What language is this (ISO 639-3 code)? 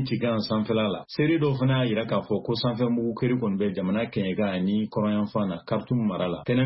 bam